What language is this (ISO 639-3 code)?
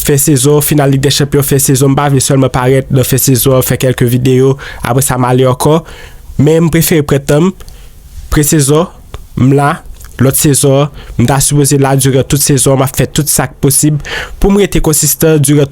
hat